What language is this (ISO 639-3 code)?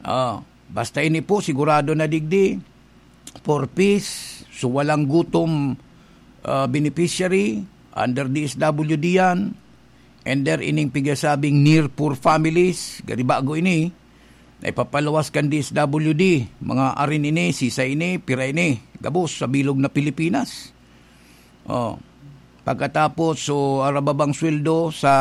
bik